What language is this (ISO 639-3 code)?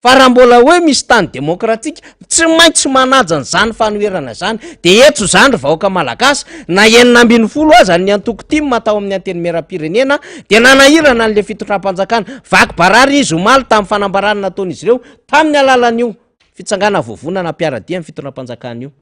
mlg